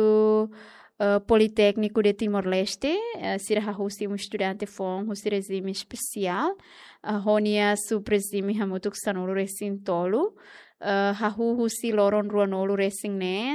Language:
Tetum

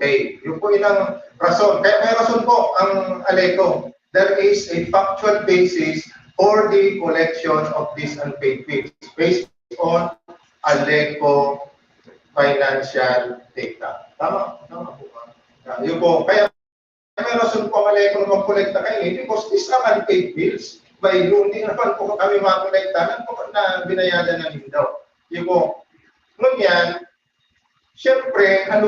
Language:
Bikol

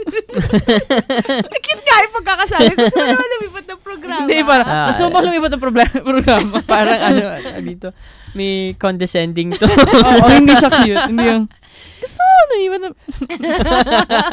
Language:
Filipino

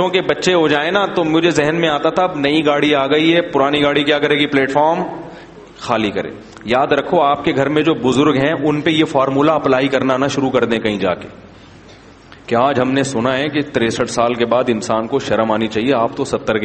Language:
Urdu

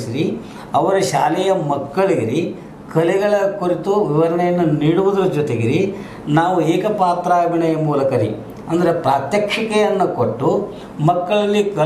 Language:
Kannada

